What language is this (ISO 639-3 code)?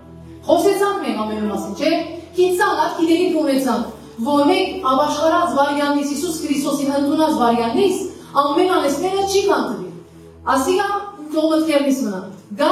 hyw